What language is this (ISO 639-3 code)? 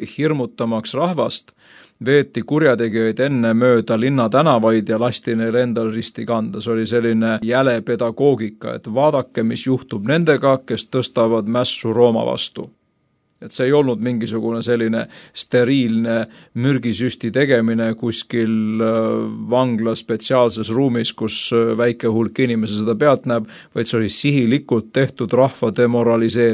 est